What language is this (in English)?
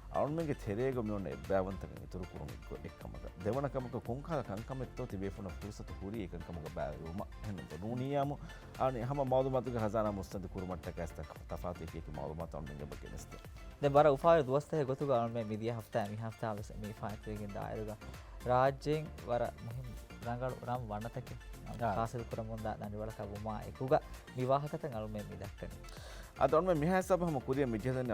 Divehi